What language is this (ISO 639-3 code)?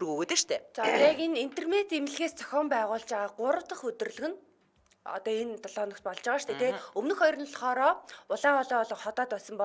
mon